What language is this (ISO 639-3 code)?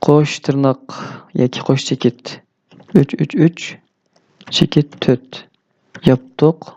uig